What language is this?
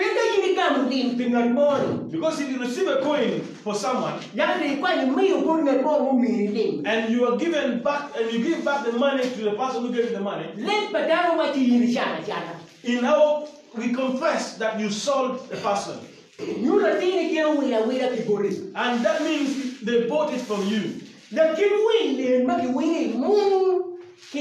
Acoli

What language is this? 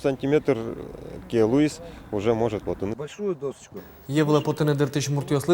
Udmurt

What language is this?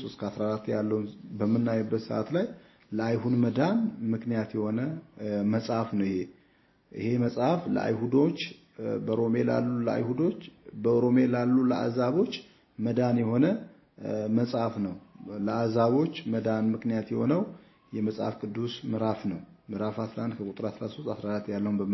Amharic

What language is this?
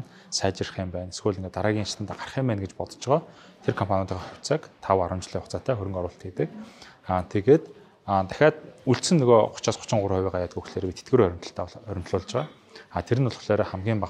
Mongolian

